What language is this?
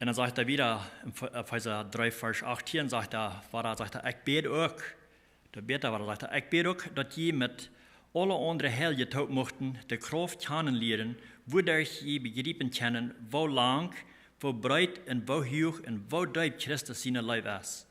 Plautdietsch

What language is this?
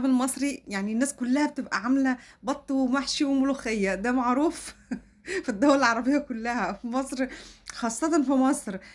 Egyptian Arabic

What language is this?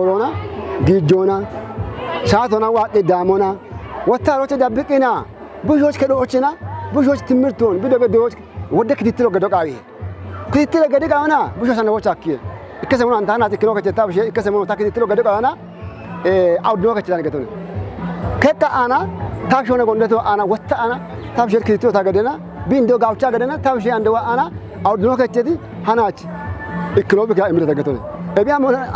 Kafa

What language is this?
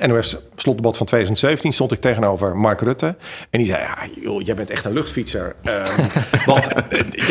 Dutch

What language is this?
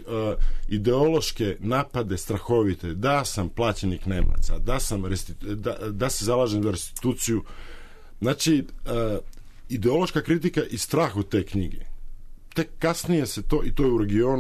Serbian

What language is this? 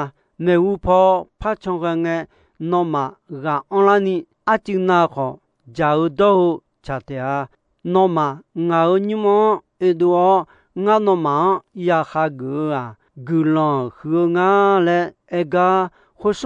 Akha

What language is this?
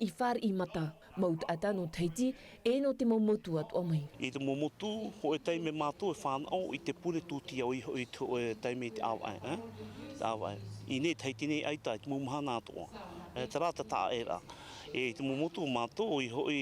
Tahitian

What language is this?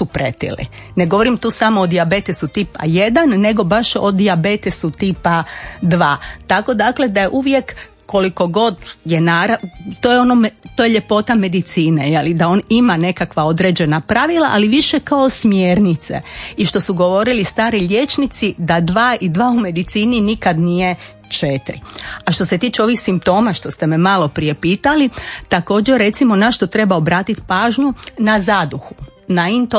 Croatian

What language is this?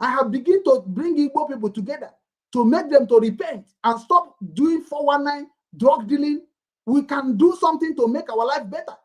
Igbo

